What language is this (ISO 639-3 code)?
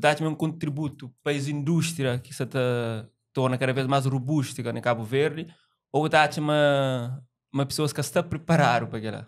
kea